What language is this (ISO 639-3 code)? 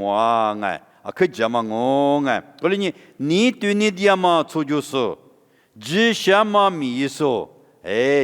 lis